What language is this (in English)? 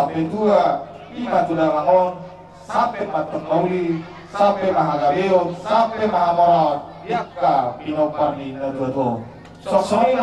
Batak Toba